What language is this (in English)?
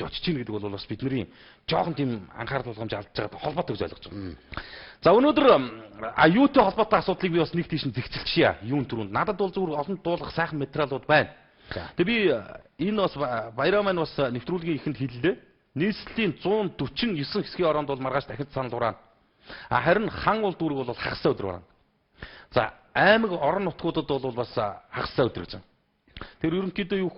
Mongolian